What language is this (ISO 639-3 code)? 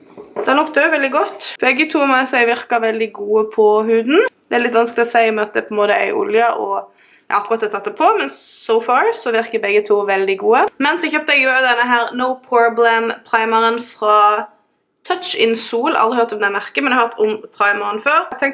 nor